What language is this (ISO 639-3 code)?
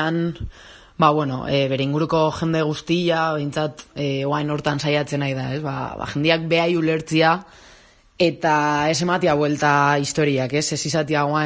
eus